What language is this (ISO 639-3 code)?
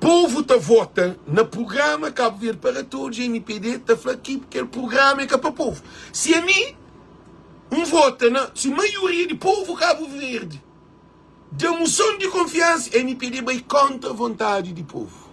kea